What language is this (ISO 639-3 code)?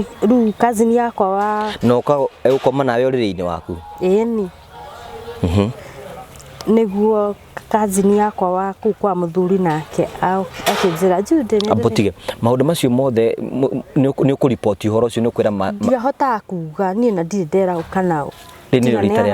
kik